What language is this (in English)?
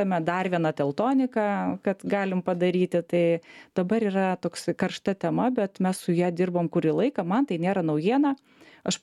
Lithuanian